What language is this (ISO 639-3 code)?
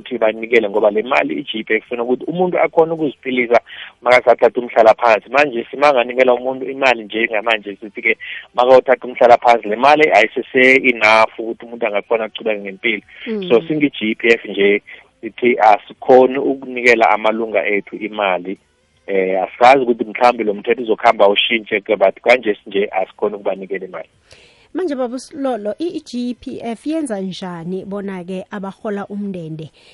nbl